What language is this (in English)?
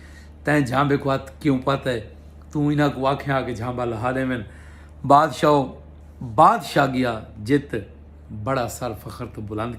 Saraiki